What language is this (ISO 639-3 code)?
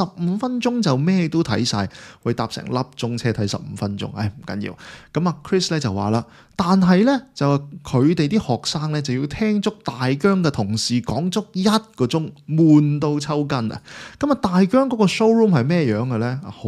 yue